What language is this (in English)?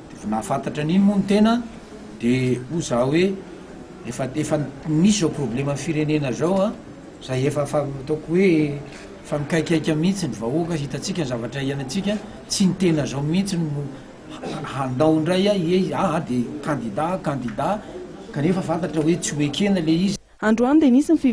Malagasy